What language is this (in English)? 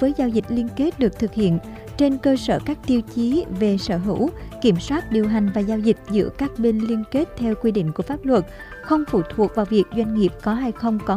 Vietnamese